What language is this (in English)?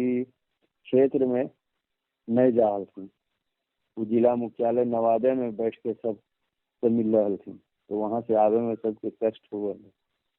Magahi